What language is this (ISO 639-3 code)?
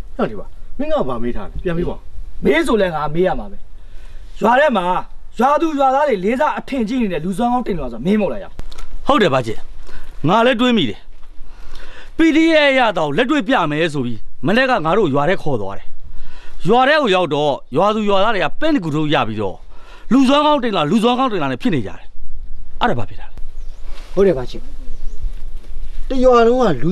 mya